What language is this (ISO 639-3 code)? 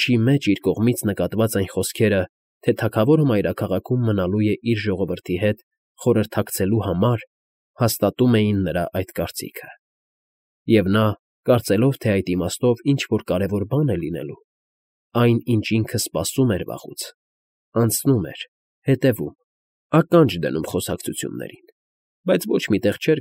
hye